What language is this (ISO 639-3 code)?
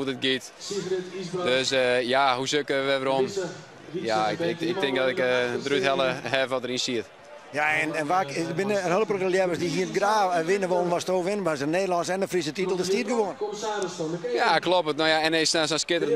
fry